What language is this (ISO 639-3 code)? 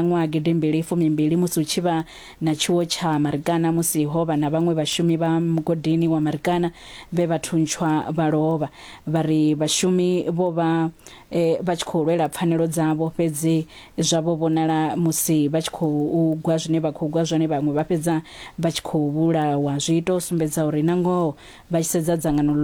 ven